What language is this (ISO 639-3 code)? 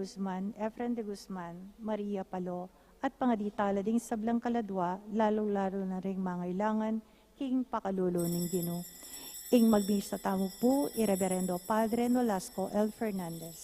pam